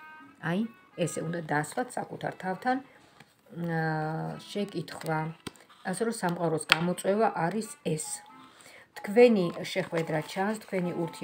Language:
Georgian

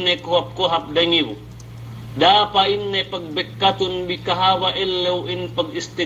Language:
Yakan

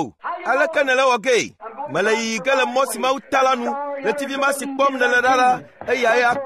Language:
Ewe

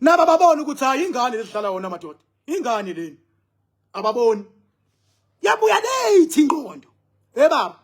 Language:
Zulu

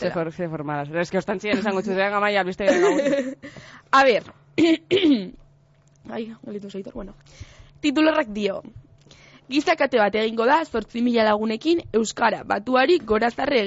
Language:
Basque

